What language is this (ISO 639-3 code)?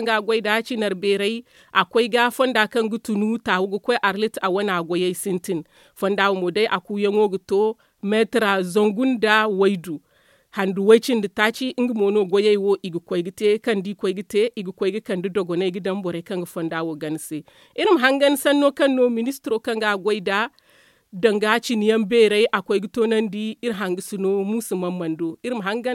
dje